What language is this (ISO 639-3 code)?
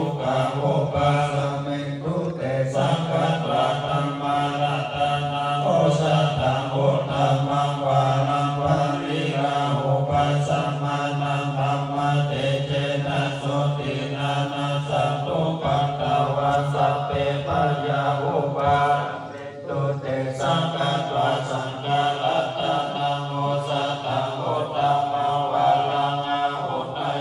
pli